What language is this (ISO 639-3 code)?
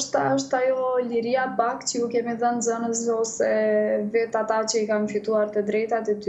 sqi